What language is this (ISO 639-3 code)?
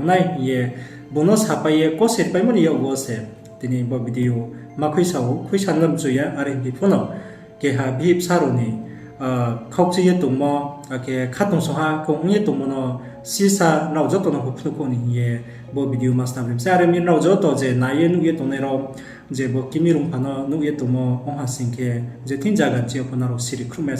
ria